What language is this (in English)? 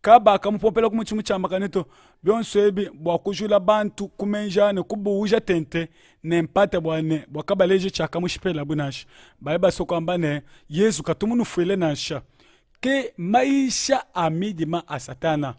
Luba-Lulua